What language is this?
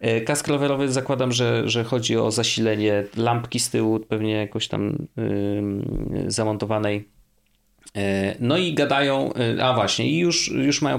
Polish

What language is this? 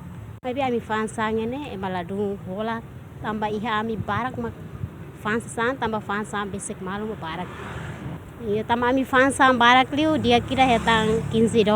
Tetum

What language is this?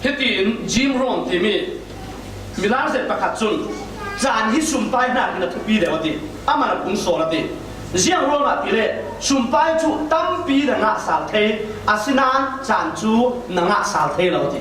Falam Chin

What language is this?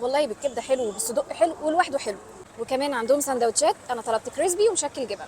Egyptian Arabic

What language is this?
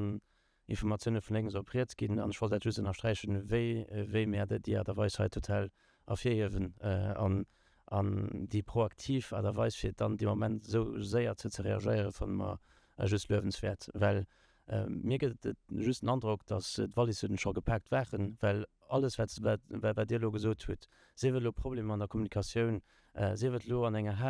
Luxembourgish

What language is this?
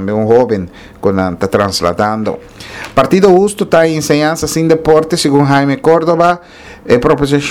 Papiamento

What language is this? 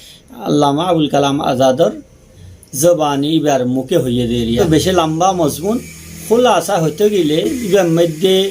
Rohingya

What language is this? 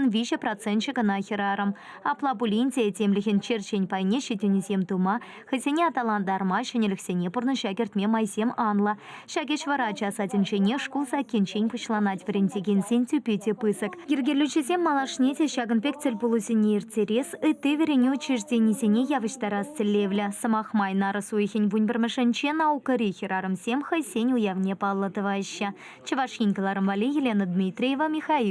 Chuvash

